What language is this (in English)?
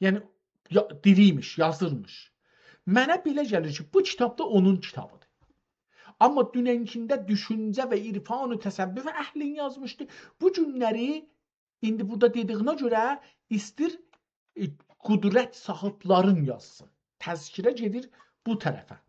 South Azerbaijani